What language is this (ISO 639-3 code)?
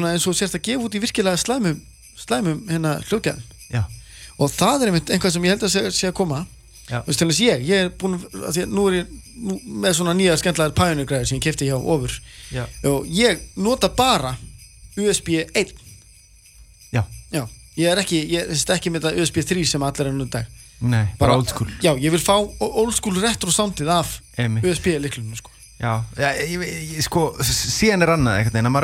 isl